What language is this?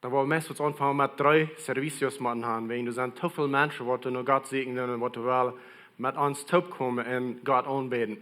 Plautdietsch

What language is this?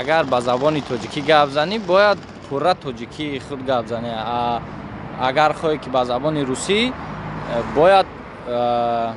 Tajik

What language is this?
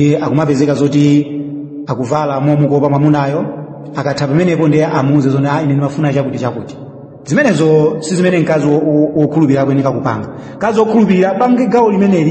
Nyanja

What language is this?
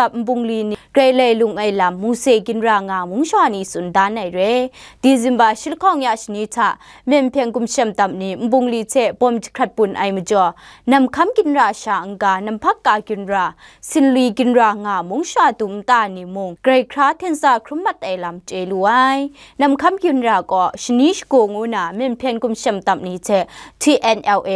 Kachin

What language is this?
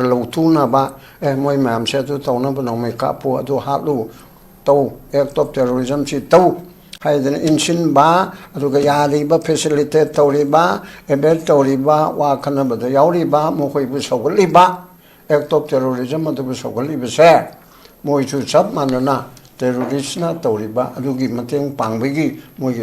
Manipuri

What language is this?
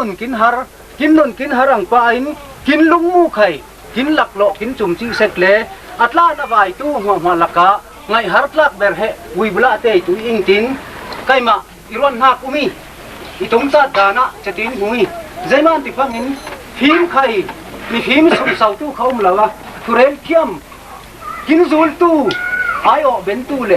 Falam Chin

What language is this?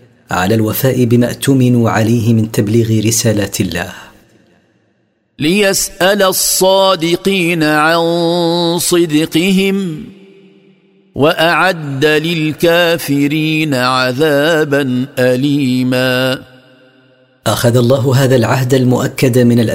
Arabic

